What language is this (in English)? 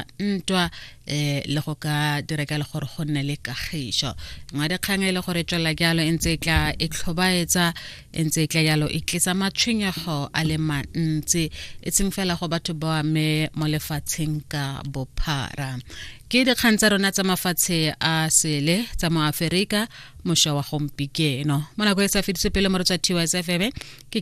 Tswana